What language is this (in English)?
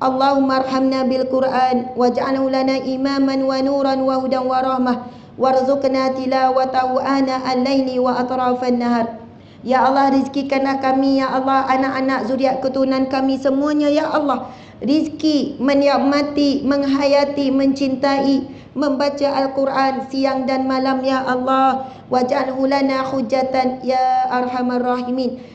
Malay